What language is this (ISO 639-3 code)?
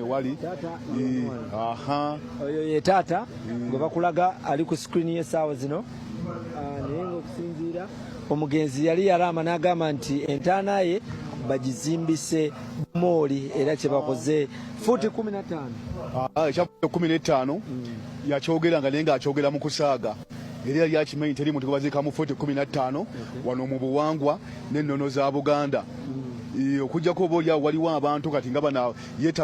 lug